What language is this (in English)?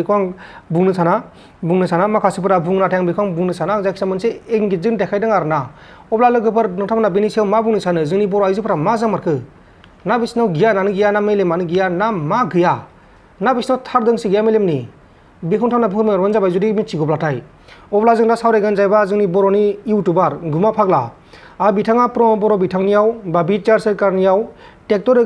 Bodo